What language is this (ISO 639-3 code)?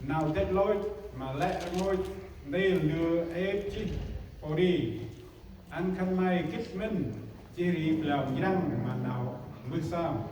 cmo